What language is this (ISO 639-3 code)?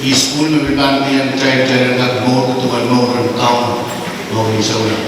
pon